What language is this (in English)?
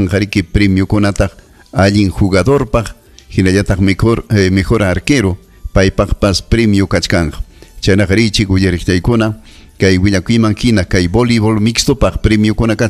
Ayacucho Quechua